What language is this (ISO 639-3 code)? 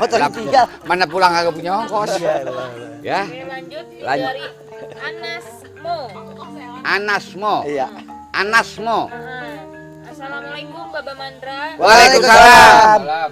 bew